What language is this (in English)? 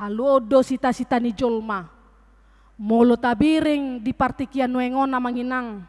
Batak Toba